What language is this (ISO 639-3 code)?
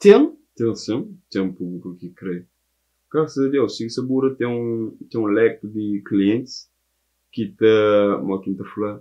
kea